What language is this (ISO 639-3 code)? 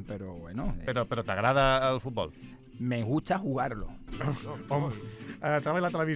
cat